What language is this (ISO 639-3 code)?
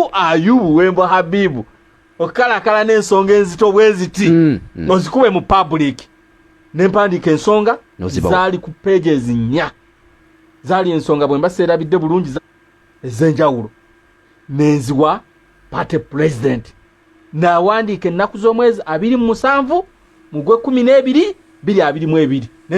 lug